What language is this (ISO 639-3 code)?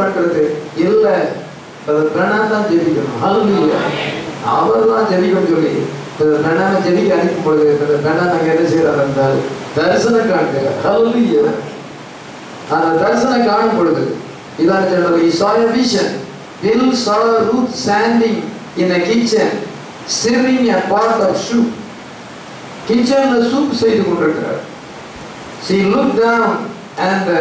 tam